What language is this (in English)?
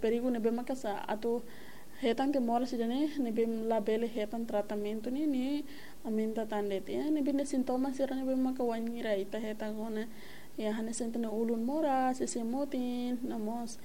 Tetum